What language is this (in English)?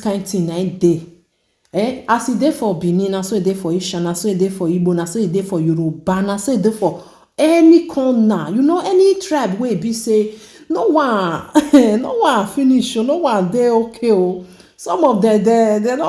Nigerian Pidgin